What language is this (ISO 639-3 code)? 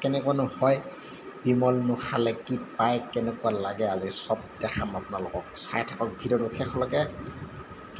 asm